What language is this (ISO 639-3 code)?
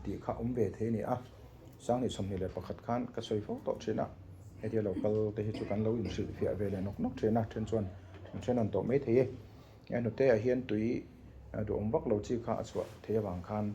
lus